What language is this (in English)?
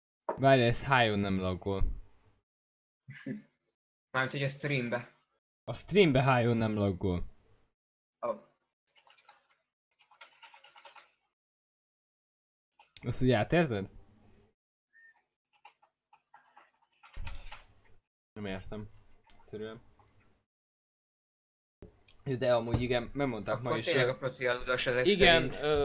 Hungarian